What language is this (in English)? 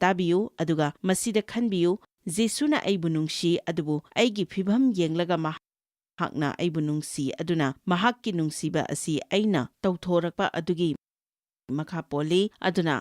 Manipuri